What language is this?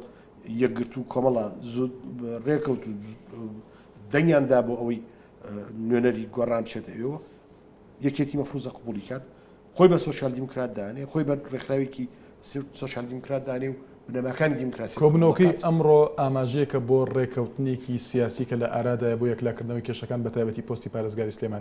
Central Kurdish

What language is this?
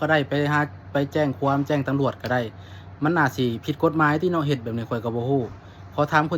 Lao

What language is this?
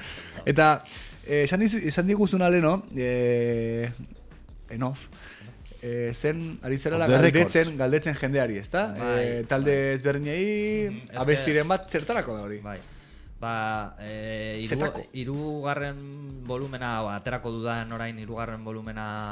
Basque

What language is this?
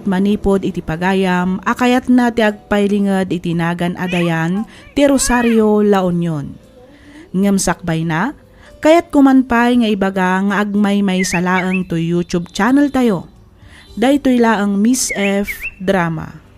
Iloko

